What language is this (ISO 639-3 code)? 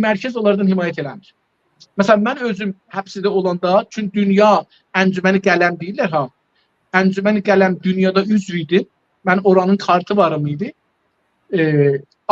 azb